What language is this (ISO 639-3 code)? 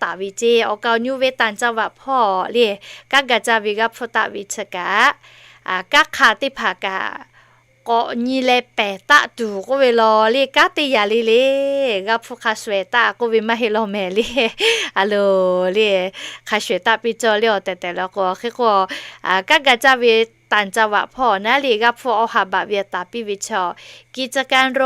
lhu